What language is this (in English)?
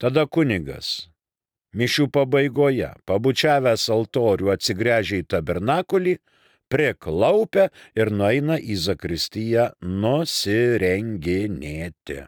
Lithuanian